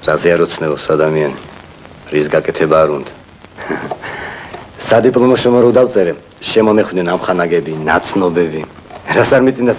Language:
Georgian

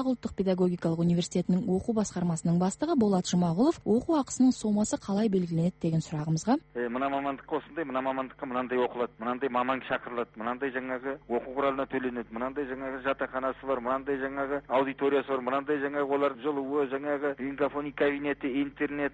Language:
Kazakh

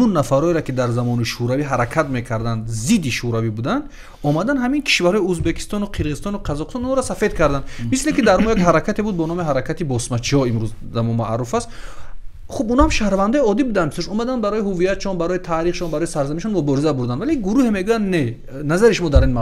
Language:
Tajik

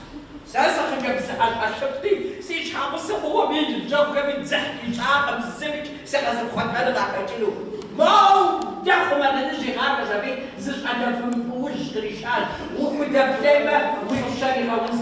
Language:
Kabardian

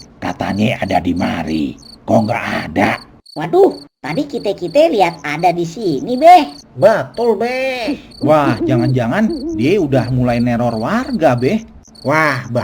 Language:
Betawi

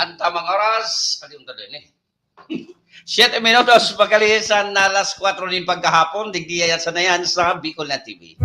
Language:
Bikol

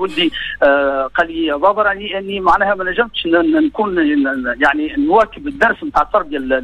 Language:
Tunisian Arabic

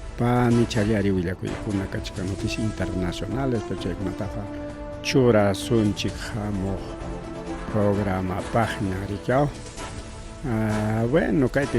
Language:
Ayacucho Quechua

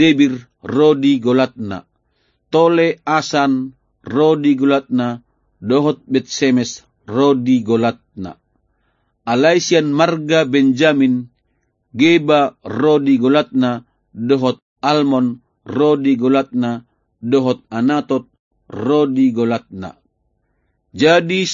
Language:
Batak Toba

